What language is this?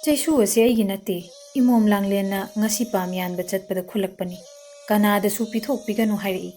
Manipuri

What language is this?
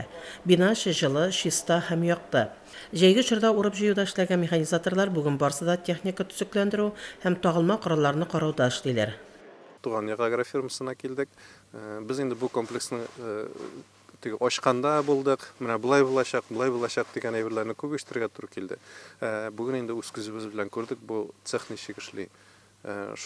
Tatar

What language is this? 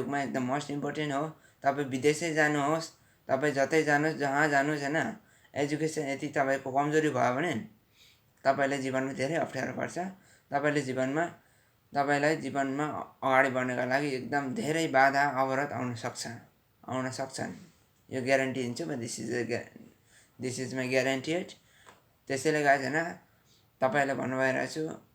Nepali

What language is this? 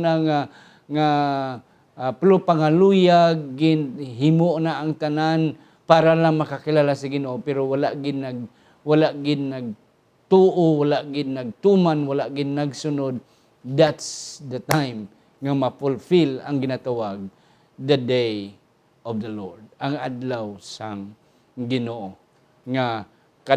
Hiligaynon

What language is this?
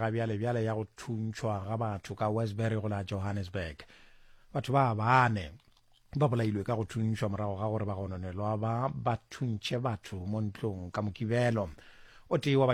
Northern Sotho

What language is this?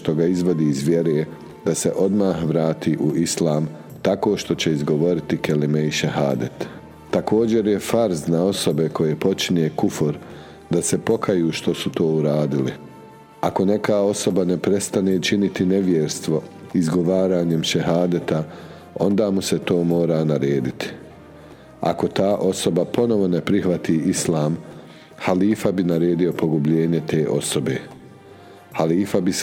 Bosnian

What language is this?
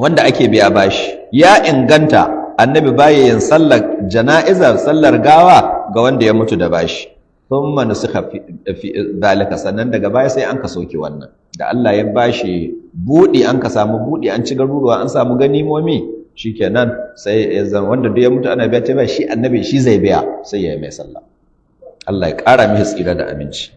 Hausa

